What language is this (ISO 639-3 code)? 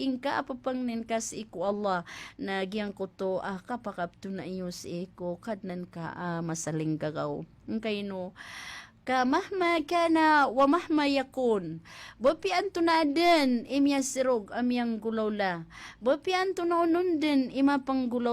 mrw